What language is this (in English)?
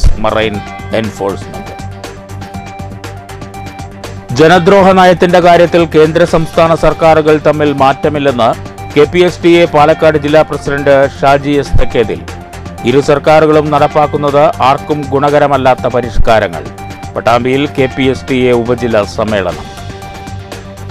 Malayalam